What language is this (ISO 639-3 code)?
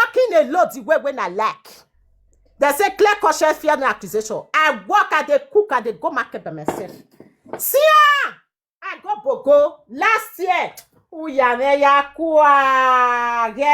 pcm